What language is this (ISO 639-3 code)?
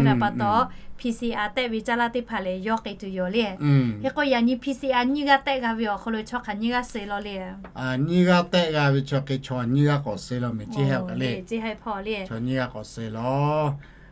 lhu